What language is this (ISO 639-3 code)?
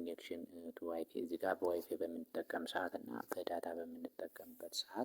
amh